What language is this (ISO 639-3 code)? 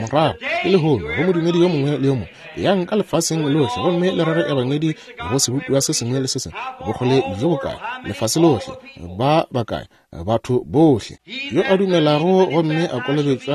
nso